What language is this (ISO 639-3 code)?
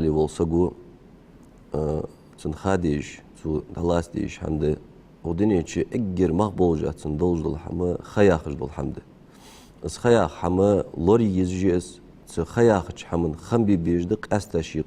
inh